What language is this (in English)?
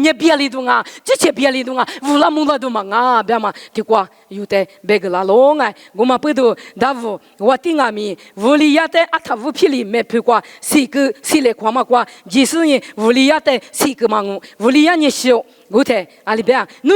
Lisu